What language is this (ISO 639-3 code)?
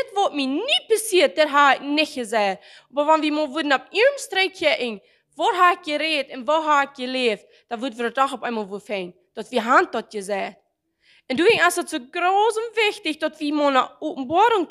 pdt